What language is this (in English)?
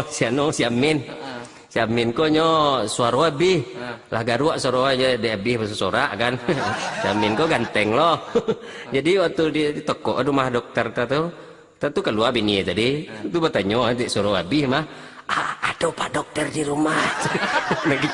Minangkabau